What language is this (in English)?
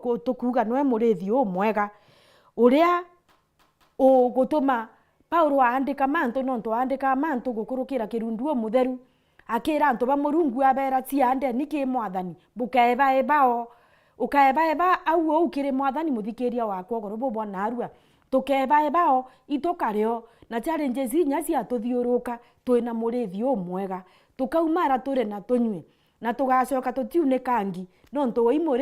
Meru